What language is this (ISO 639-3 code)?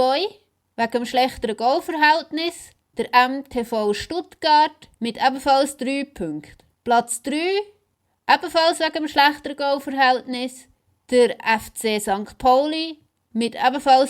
gsw